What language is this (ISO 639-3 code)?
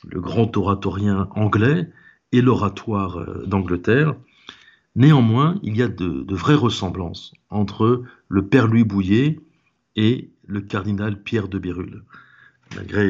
fra